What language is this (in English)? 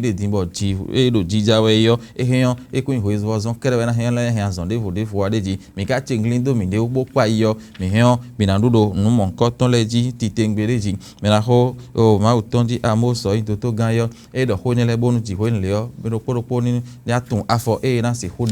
Fon